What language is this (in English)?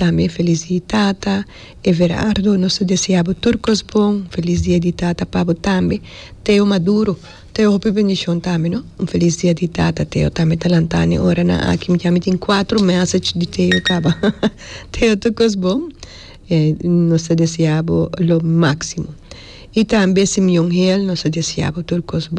Papiamento